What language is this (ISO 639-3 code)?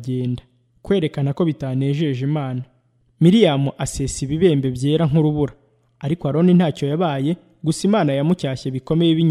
kin